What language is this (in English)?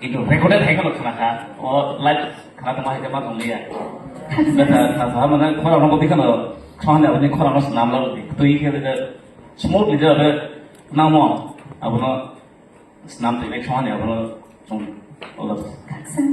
Kok Borok